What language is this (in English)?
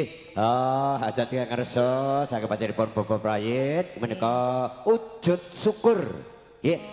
Javanese